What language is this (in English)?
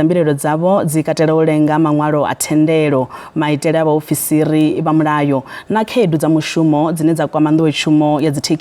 Venda